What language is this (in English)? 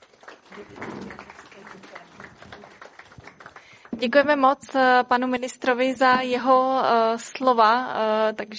Czech